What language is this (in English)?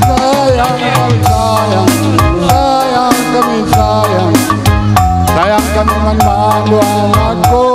Batak Karo